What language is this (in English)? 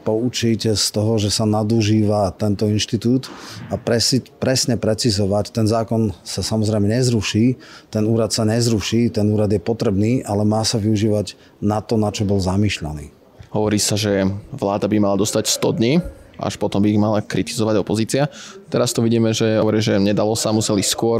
Slovak